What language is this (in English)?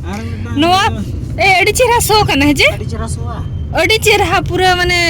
Santali